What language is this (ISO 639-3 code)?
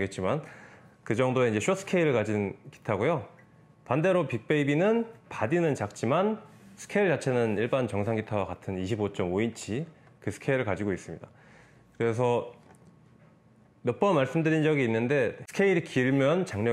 kor